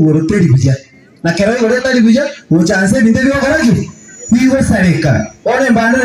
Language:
Gusii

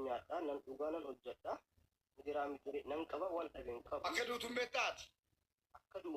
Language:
Oromo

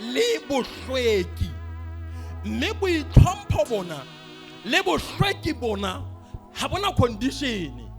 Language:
Southern Sotho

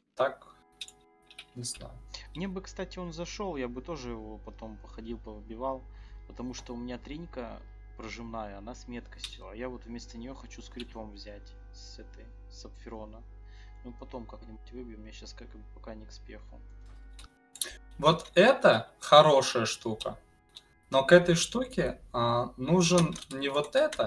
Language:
Russian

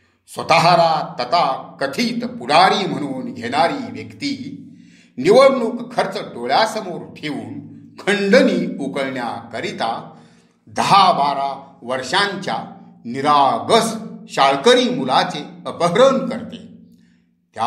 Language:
Marathi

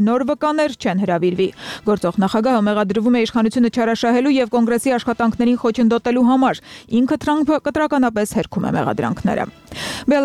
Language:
Armenian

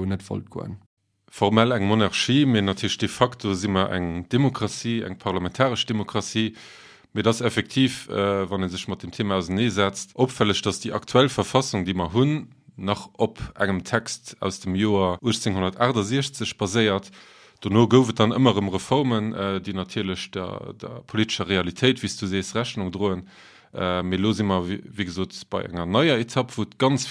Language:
Luxembourgish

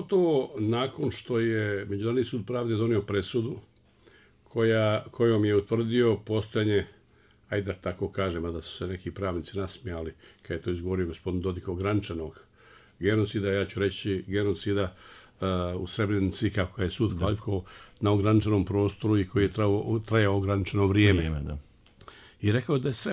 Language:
Bosnian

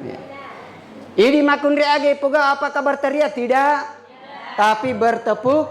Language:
Buginese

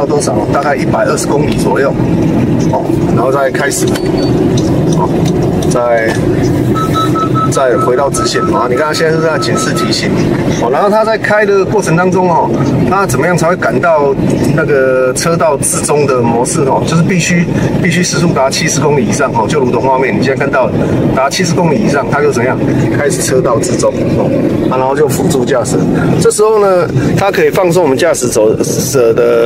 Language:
Chinese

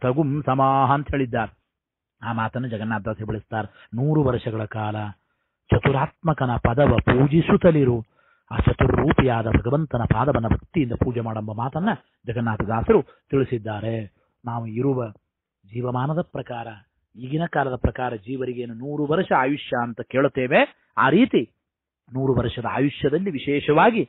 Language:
Kannada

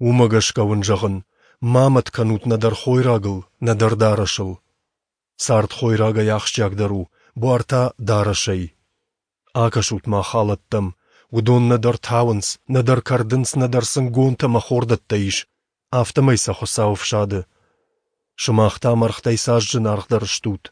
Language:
Ossetic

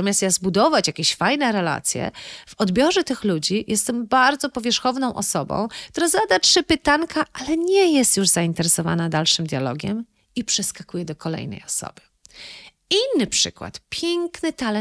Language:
Polish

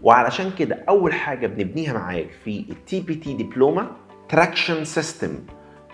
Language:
Egyptian Arabic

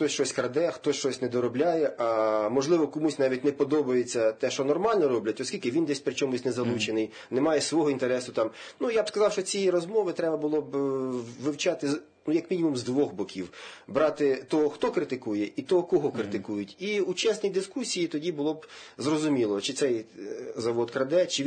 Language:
Ukrainian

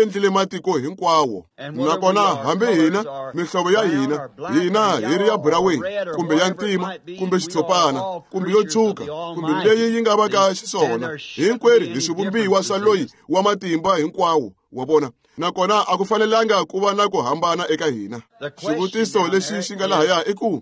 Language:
Tsonga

